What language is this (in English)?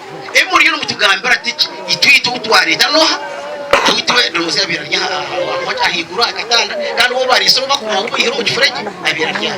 Nyankole